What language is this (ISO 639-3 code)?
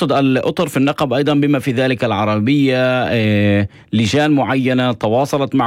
apc